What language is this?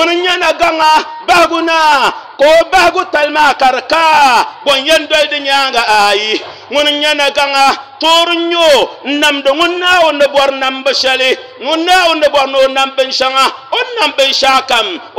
Dagbani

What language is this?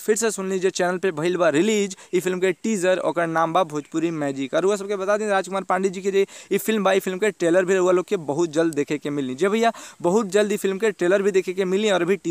Bhojpuri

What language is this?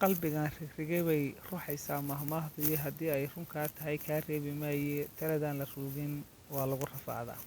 Somali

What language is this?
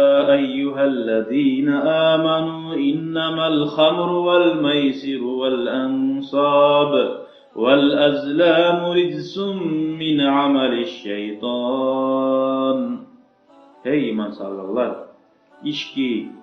Kumyk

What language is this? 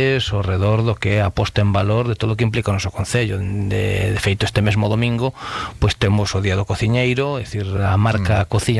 Galician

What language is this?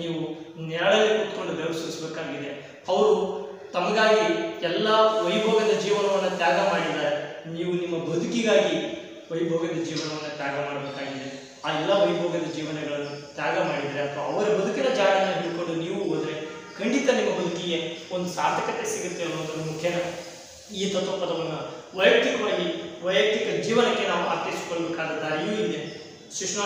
Kannada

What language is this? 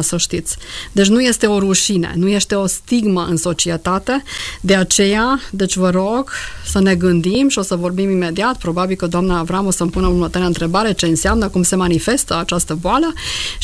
Romanian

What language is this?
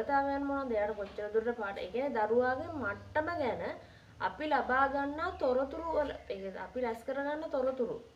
Sinhala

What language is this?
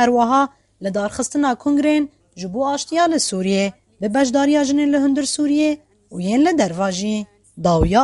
Kurdish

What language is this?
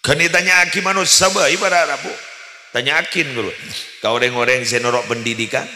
Madurese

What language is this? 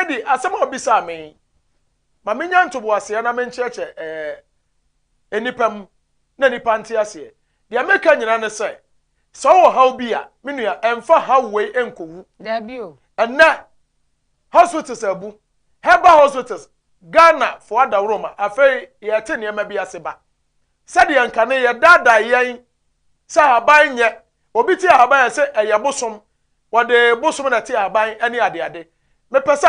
Akan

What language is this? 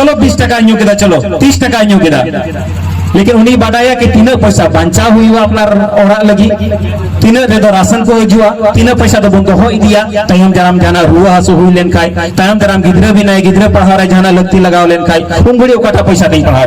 Santali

